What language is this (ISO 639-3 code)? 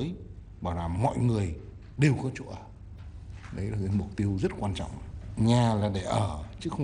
vie